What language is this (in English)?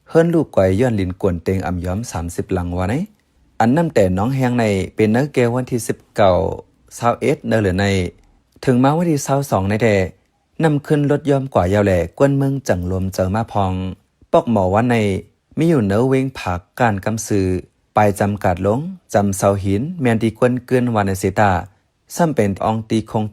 Shan